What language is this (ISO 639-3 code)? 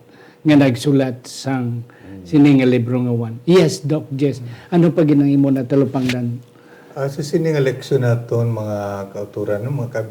hil